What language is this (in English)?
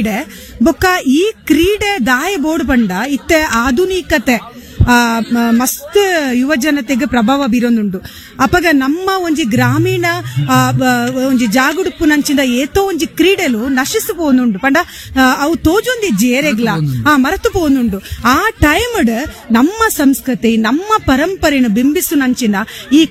Tulu